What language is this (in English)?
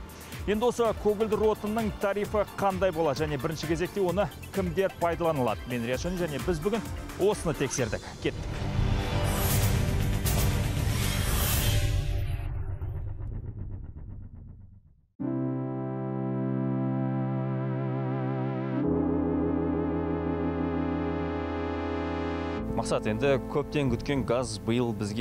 Kazakh